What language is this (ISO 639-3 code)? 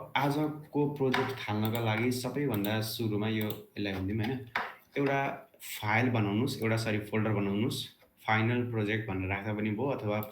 nep